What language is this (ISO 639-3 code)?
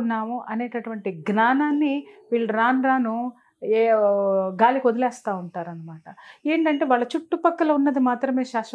tel